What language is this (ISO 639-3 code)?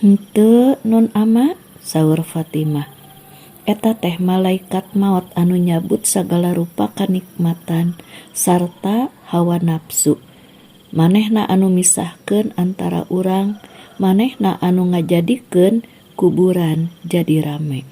sun